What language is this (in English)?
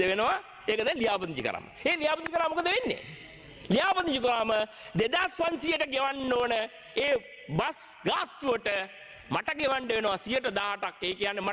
Sinhala